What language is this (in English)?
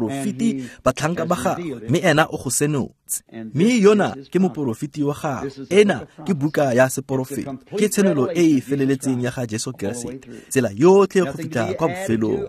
Tswana